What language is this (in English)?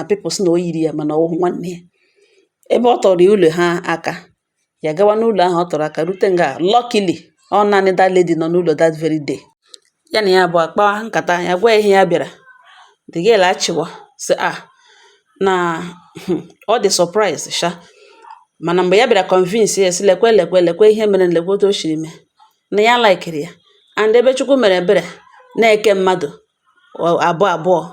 Igbo